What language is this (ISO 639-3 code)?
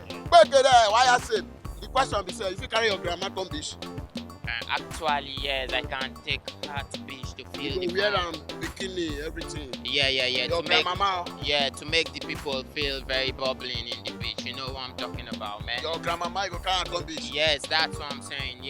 pcm